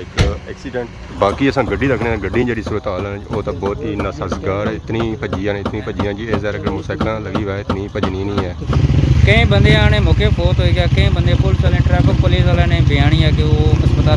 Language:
Pahari-Potwari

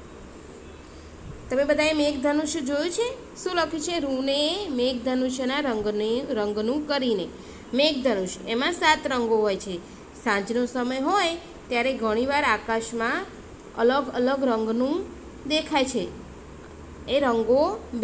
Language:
Gujarati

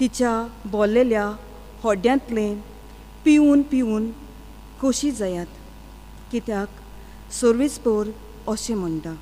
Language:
Konkani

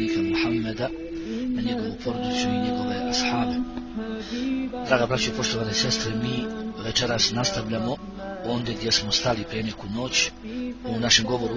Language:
Bosnian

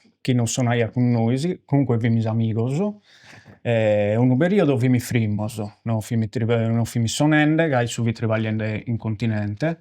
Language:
Sardinian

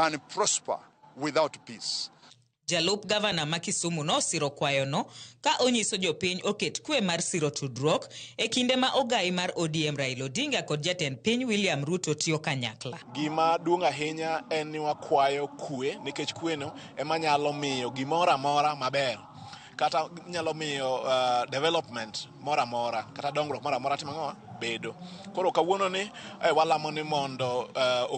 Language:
Luo (Kenya and Tanzania)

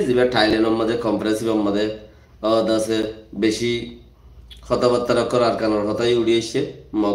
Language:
Rohingya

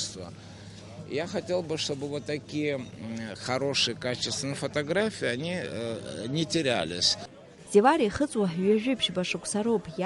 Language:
Abkhazian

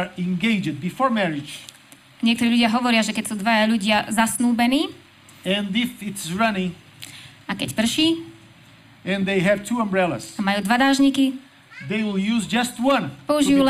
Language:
Slovak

